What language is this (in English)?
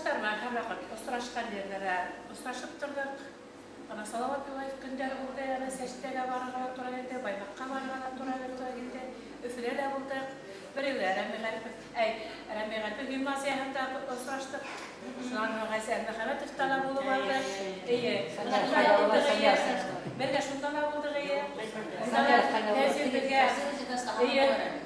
Bashkir